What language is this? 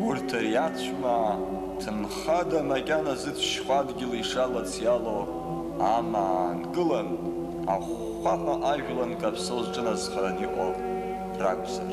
Abkhazian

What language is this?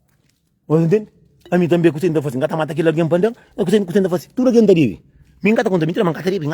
Kabuverdianu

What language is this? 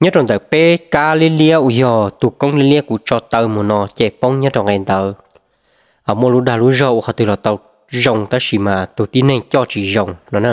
Hmong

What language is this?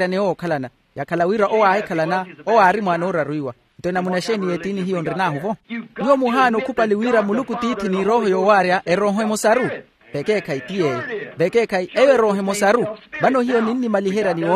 Makhuwa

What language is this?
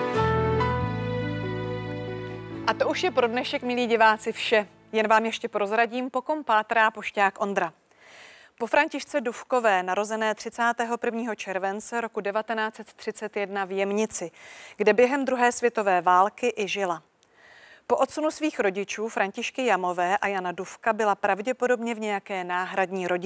Czech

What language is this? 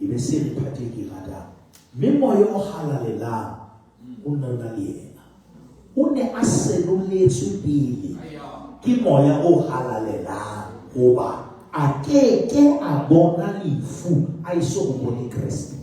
Southern Sotho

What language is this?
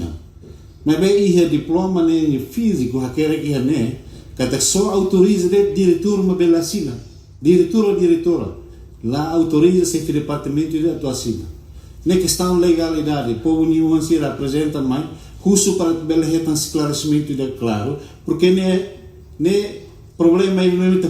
Tetum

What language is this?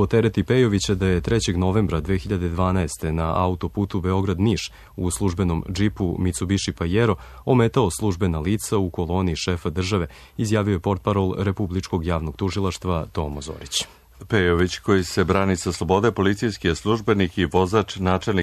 Serbian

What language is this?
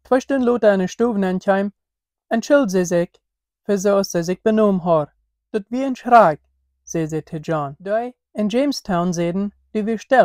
Plautdietsch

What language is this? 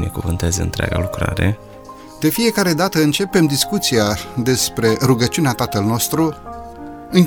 Romanian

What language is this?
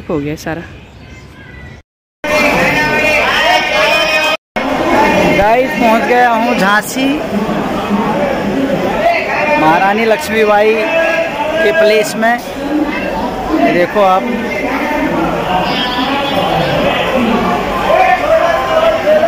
Hindi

